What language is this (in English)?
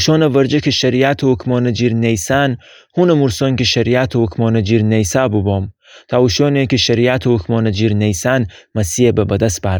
Gilaki